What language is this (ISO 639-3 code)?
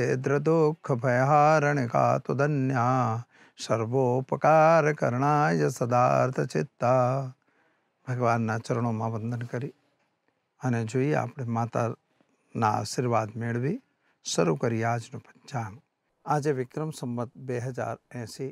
guj